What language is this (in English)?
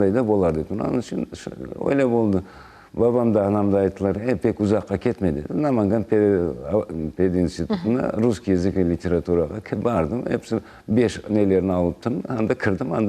Crimean Tatar